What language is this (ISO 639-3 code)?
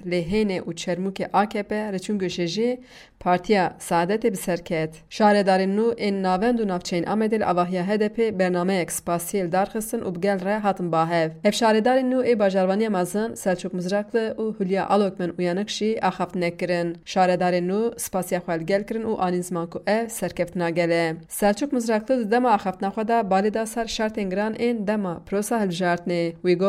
kur